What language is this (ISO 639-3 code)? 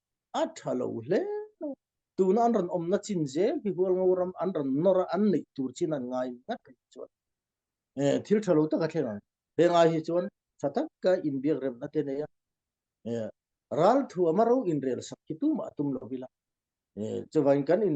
cfm